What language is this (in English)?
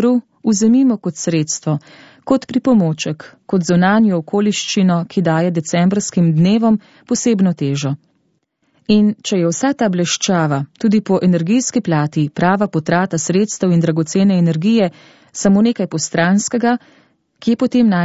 Slovenian